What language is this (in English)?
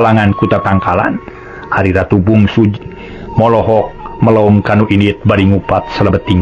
Sundanese